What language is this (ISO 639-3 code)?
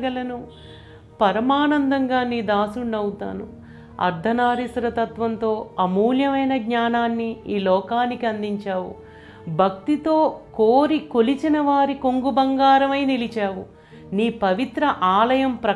tel